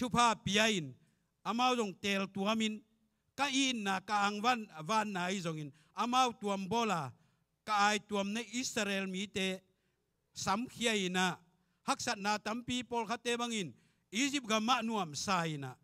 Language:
Tedim Chin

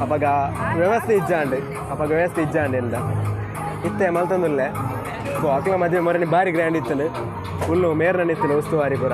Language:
Tulu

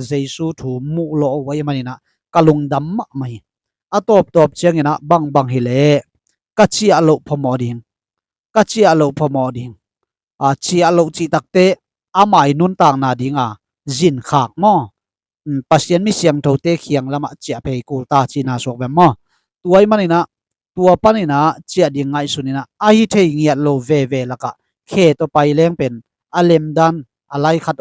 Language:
Tedim Chin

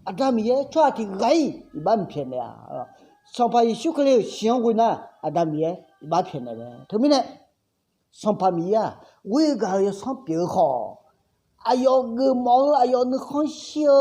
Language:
Akha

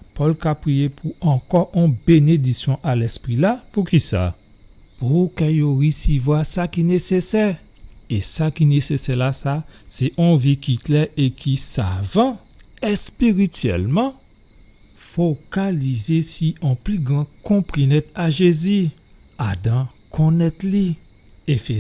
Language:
Guadeloupean Creole French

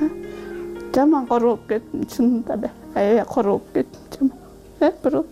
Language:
Kyrgyz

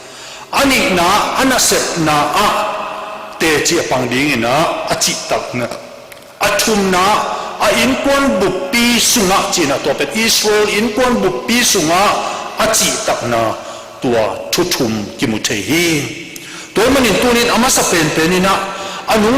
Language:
Tedim Chin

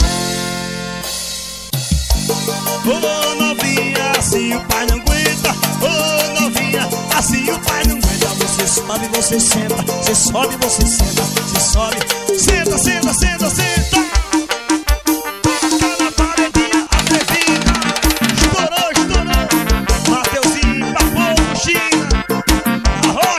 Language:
Portuguese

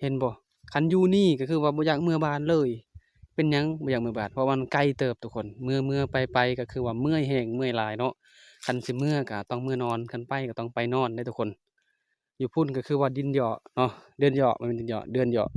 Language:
Lao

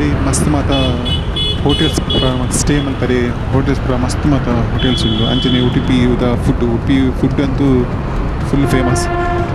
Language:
Tulu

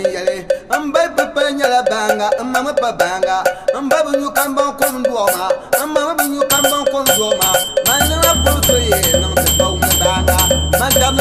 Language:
Dagbani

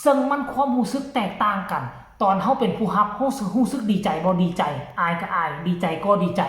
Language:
Northeastern Thai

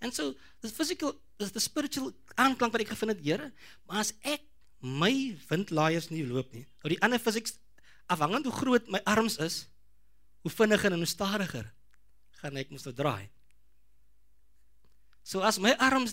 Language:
Afrikaans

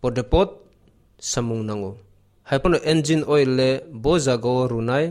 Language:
Kok Borok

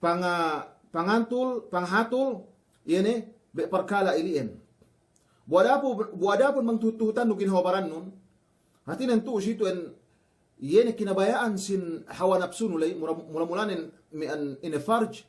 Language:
Yakan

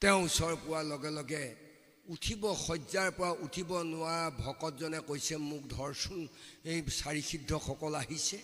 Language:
Assamese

